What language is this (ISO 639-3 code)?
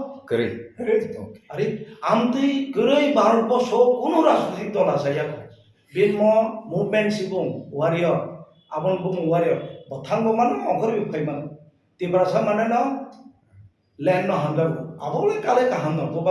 trp